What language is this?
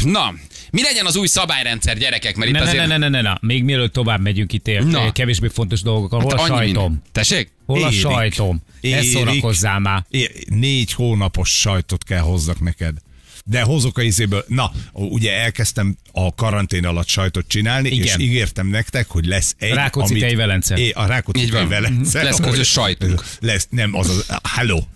Hungarian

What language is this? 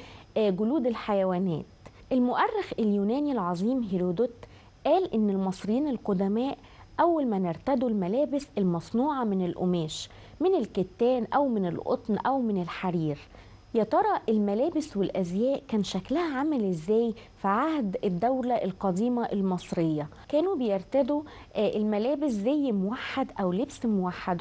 Egyptian Arabic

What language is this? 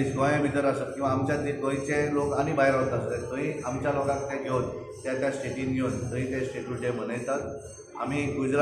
Konkani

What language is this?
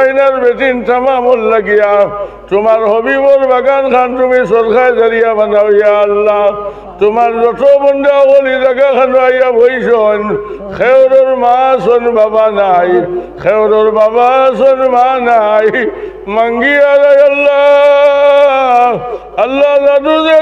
Sylheti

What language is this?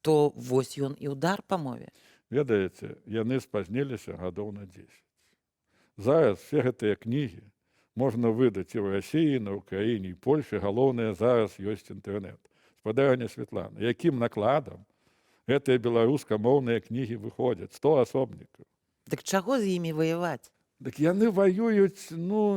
Belarusian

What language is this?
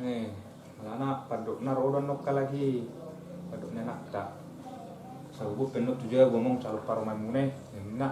Batak Toba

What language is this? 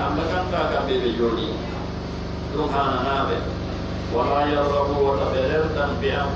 Pular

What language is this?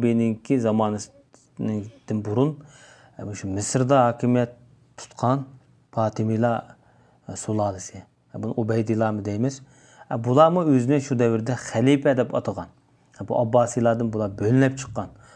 Uyghur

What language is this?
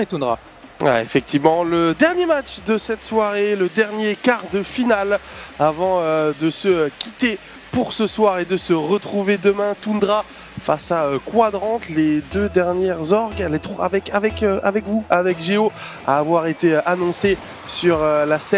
French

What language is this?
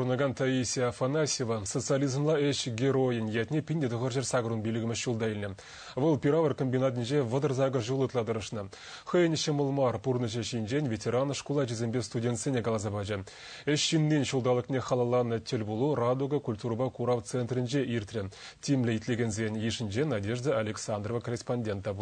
Chuvash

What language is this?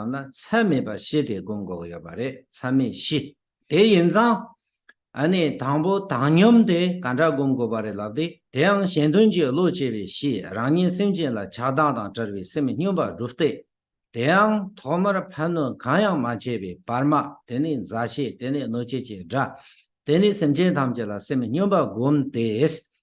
Tibetan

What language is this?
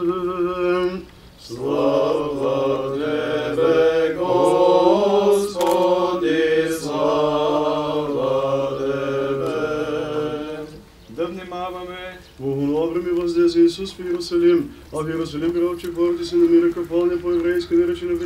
Bulgarian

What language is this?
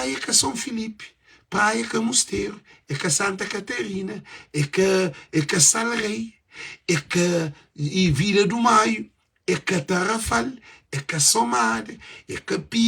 Kabuverdianu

